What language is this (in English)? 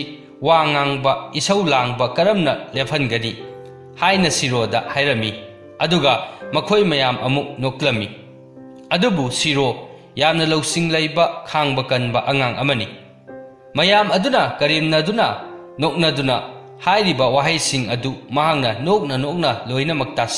Manipuri